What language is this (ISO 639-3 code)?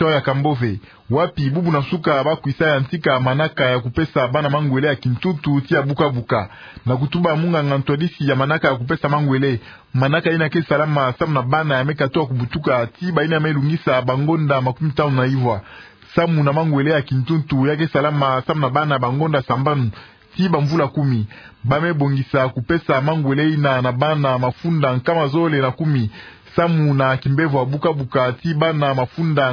ktu